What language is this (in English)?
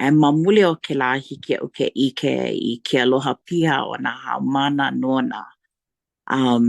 Hawaiian